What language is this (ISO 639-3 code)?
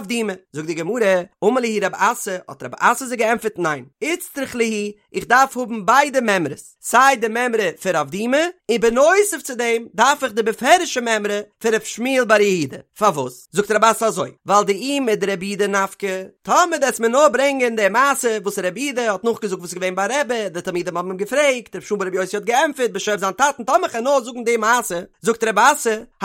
yid